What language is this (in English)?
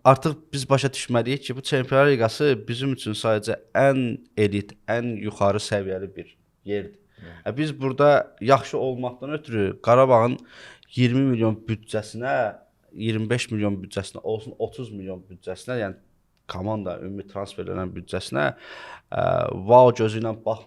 Azerbaijani